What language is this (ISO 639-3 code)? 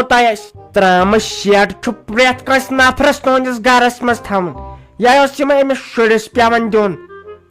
kas